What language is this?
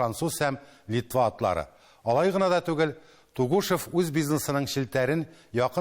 Tatar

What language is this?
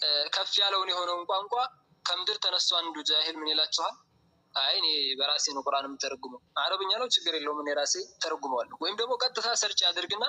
Amharic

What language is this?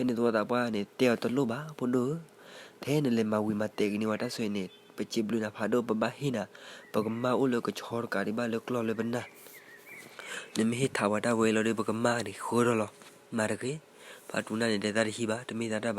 S'gaw Karen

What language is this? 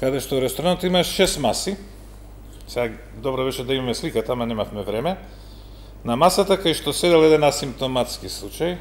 Macedonian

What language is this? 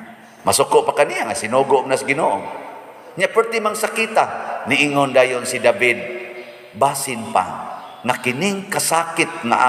Cebuano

